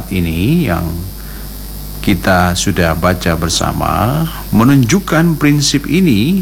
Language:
Indonesian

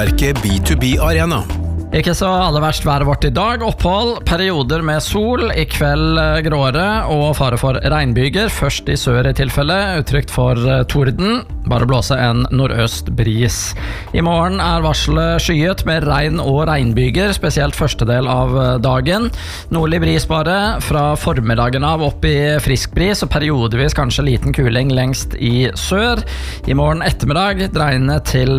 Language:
Norwegian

